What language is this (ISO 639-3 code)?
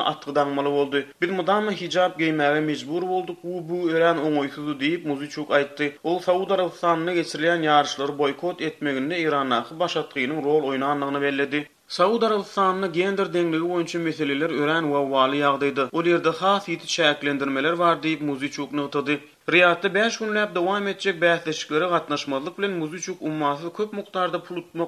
tuk